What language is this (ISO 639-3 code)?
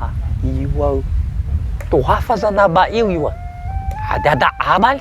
nia